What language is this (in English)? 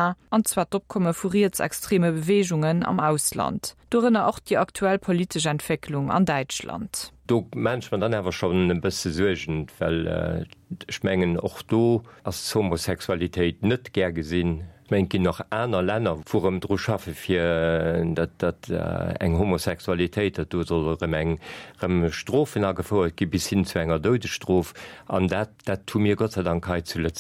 Luxembourgish